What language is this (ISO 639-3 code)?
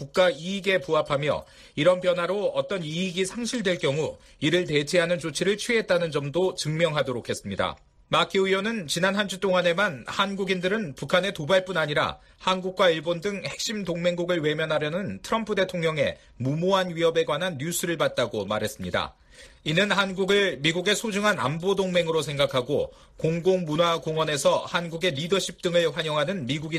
kor